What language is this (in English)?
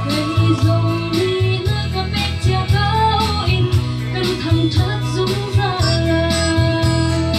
Hakha Chin